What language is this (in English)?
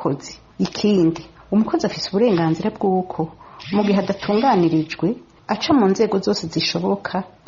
Rundi